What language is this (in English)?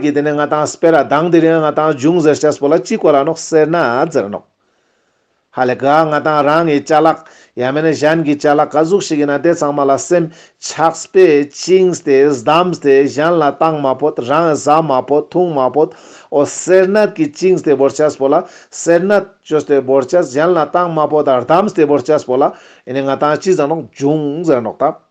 Ladakhi